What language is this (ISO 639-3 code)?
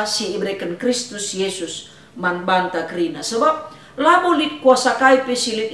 btx